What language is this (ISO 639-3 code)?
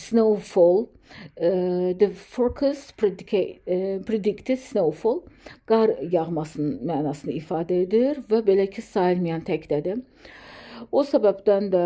aze